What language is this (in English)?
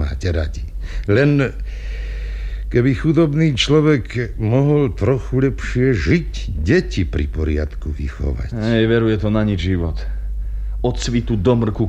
Slovak